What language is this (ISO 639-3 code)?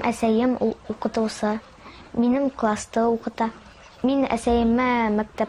bak